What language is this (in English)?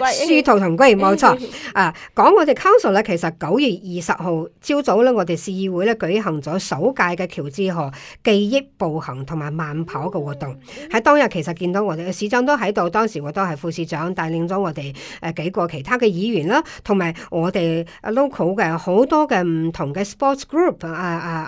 Cantonese